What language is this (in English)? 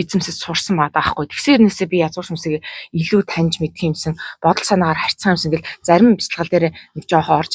Mongolian